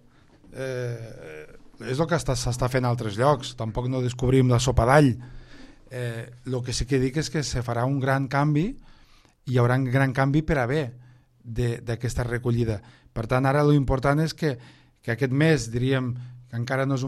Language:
Catalan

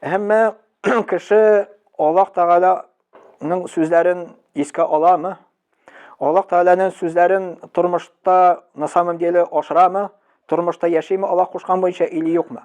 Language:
Tatar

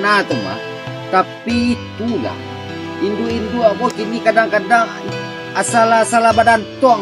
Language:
Minangkabau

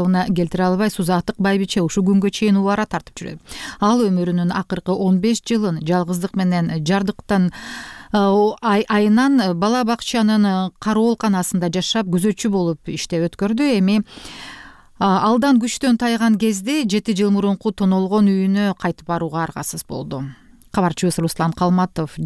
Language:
Kyrgyz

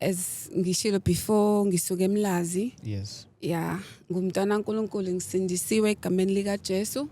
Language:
Zulu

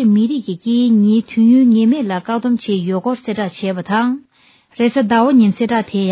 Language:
Tibetan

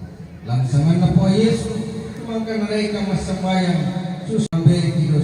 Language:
Toraja-Sa'dan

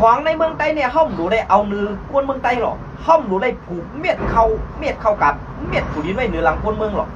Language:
Shan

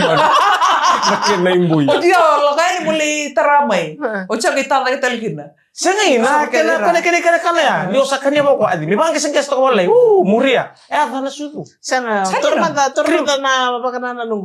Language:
Fijian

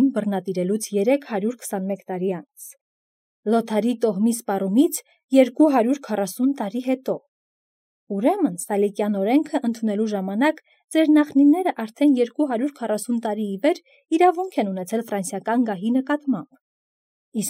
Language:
Armenian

